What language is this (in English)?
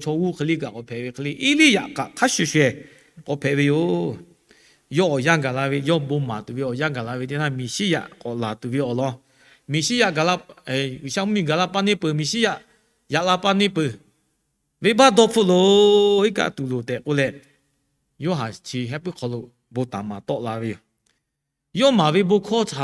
Lahu